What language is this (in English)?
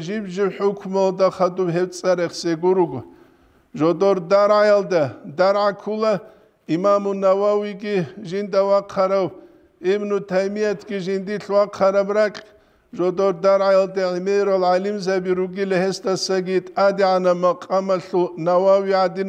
Avaric